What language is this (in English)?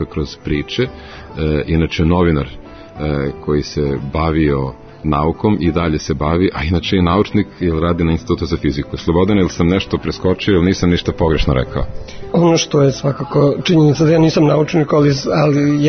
Serbian